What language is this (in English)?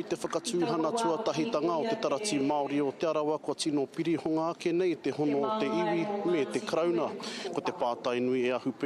Māori